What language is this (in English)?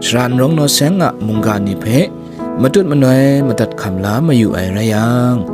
Kachin